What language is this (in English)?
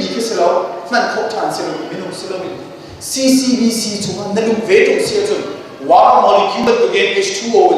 Hakha Chin